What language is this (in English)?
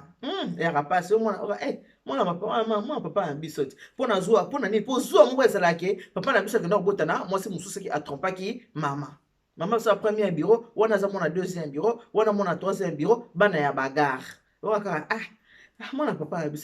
Lingala